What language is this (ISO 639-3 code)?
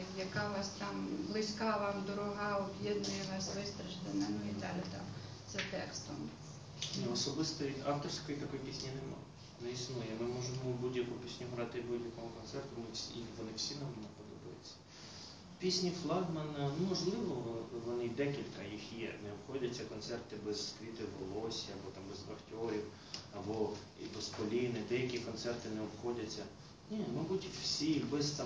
ukr